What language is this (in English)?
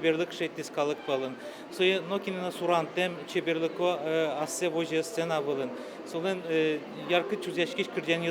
Udmurt